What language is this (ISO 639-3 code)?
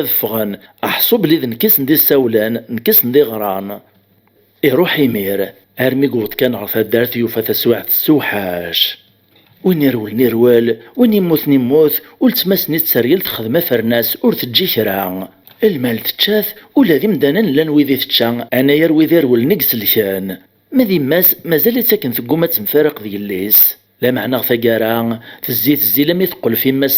kab